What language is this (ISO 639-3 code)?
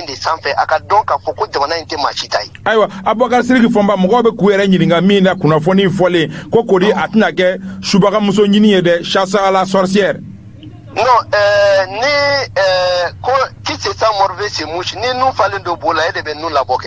bam